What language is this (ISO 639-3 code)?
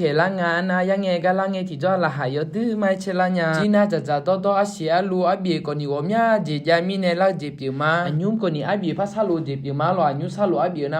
ahk